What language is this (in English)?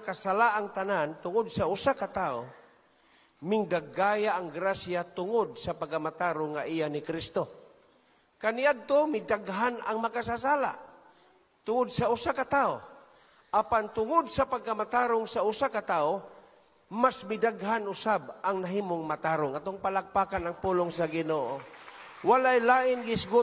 Cebuano